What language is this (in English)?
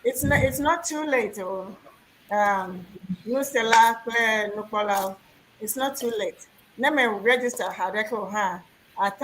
Ewe